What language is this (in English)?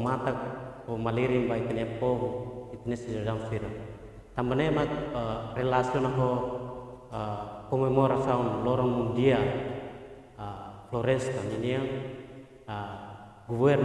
Tetum